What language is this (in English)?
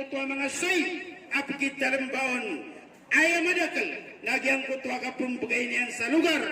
Maranao